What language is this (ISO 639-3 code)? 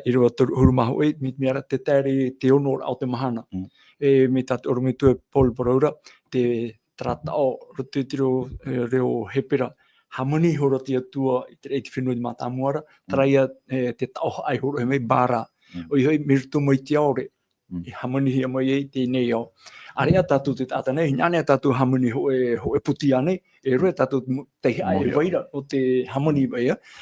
tah